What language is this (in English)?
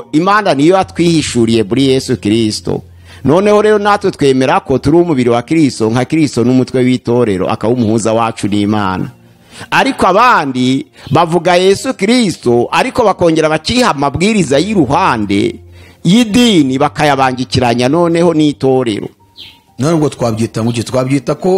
Kinyarwanda